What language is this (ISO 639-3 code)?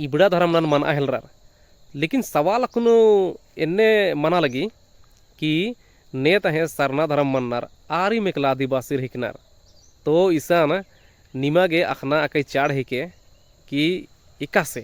kru